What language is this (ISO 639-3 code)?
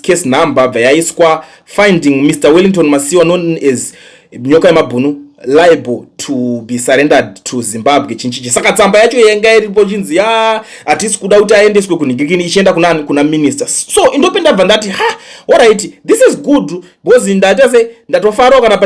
sna